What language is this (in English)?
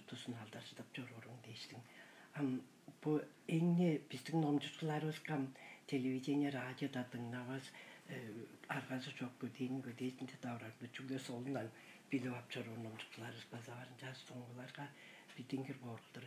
Tuvinian